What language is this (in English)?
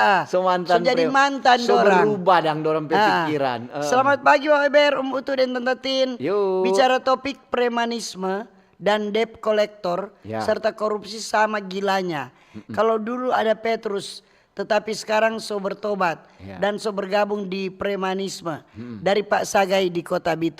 Manado Malay